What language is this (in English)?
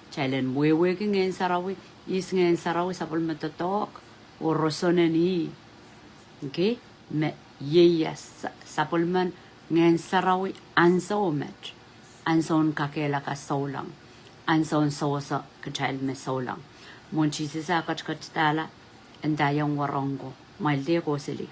Pohnpeian